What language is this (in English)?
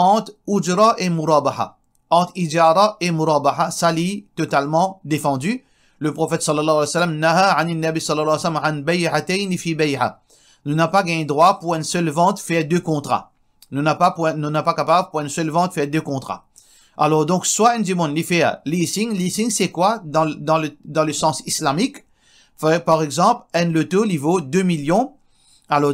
Morisyen